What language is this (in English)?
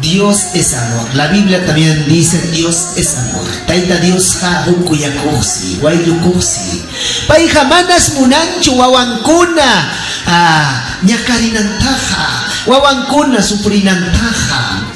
Ayacucho Quechua